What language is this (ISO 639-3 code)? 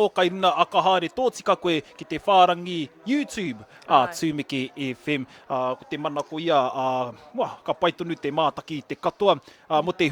mri